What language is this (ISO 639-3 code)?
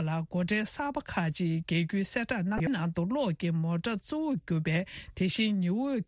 bod